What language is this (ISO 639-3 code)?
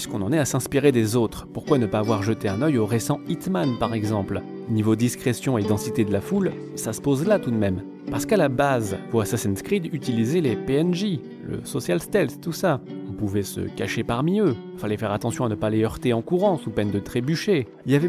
fra